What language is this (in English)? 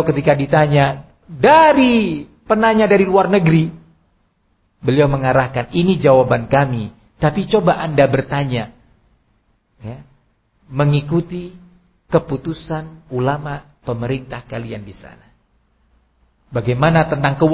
Indonesian